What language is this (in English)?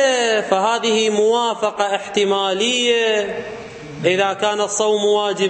Arabic